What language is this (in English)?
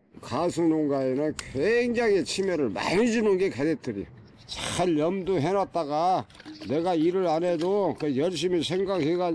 Korean